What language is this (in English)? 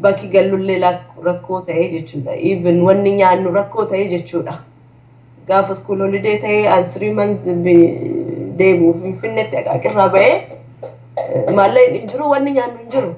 Oromo